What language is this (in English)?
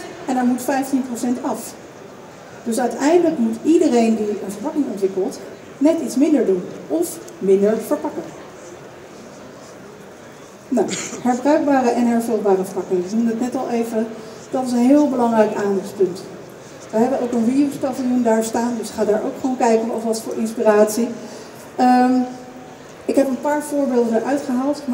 Dutch